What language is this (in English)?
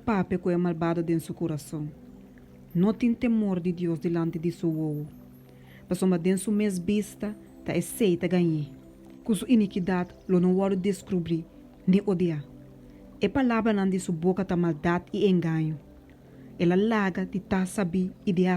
Papiamento